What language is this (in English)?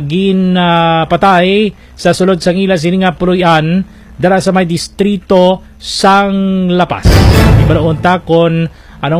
Hiligaynon